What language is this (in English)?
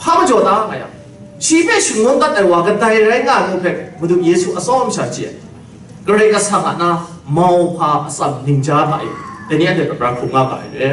Kachin